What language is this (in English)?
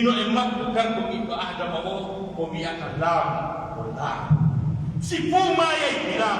Pular